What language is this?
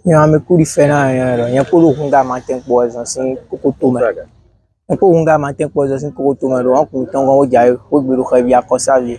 Fon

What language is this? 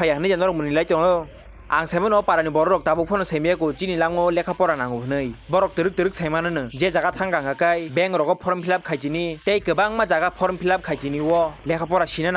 Kok Borok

